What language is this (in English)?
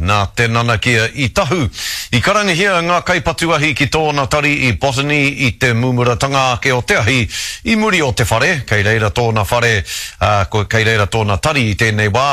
Māori